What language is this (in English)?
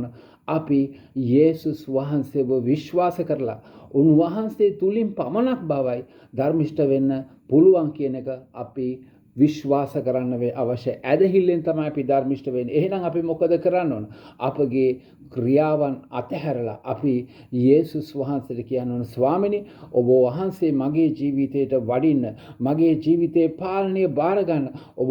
Sinhala